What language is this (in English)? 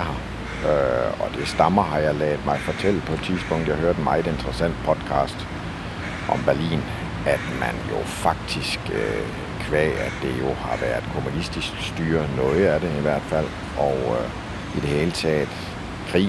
Danish